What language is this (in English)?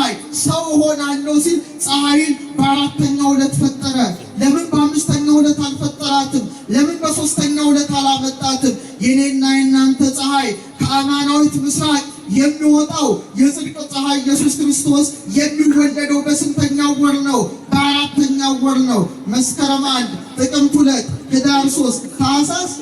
Amharic